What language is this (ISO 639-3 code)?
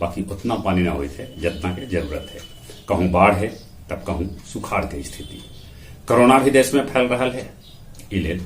mag